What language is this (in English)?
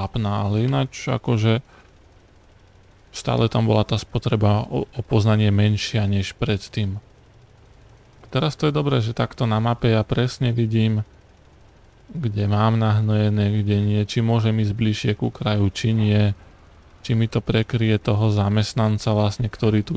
Slovak